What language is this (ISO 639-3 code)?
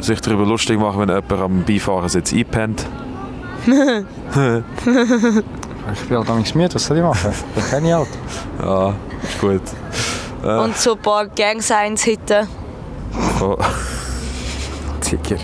gsw